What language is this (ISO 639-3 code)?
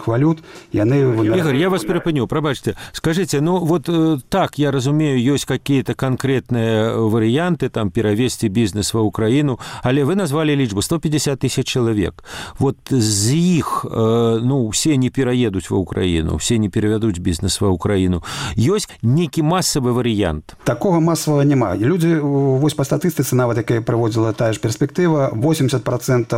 bel